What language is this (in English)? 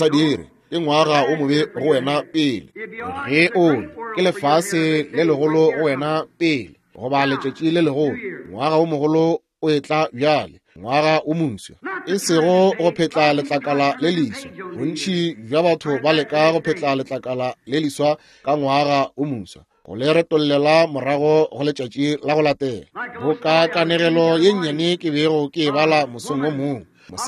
Northern Sotho